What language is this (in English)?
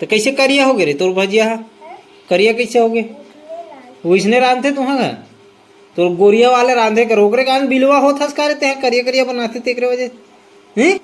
Chhattisgarhi